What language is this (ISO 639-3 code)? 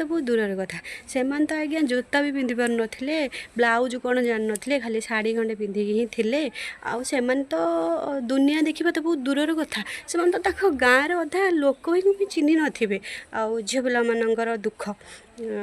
ori